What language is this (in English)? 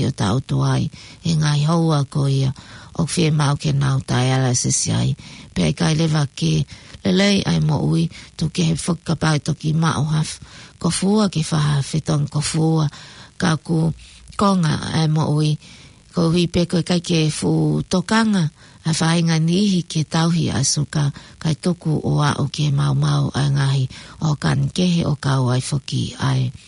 Tongan